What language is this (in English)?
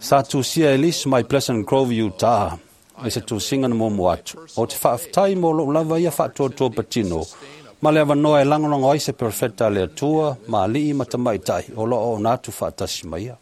Samoan